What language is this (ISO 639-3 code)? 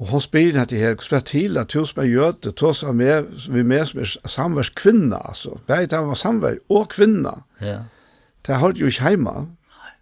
fao